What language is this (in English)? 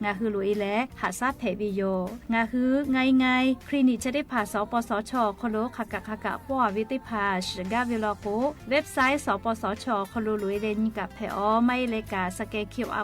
Lahu